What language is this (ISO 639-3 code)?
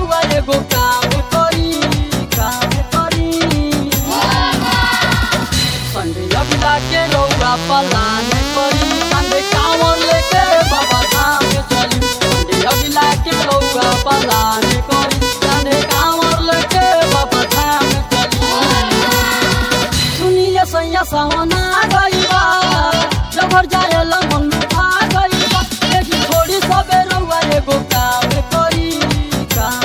bho